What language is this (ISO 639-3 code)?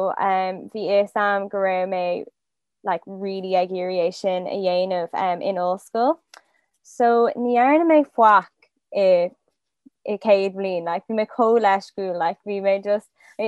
gle